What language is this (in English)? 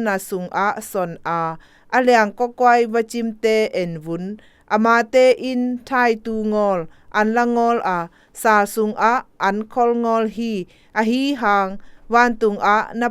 Zou